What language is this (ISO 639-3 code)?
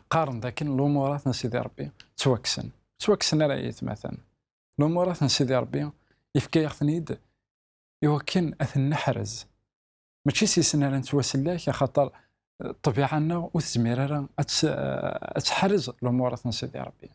kab